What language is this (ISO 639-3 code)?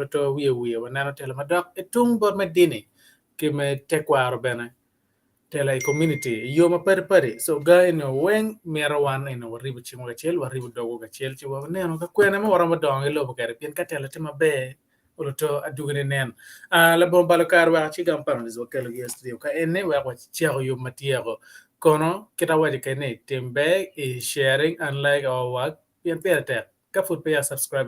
ach